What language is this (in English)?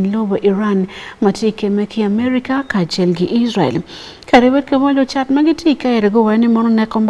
Acoli